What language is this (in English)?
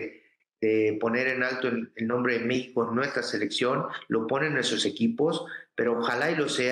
Spanish